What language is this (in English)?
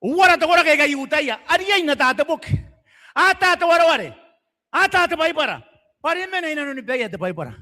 Gilbertese